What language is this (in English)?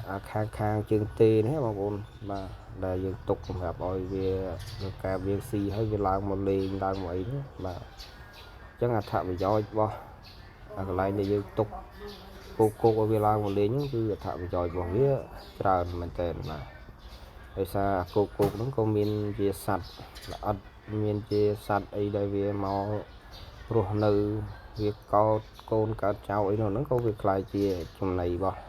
Khmer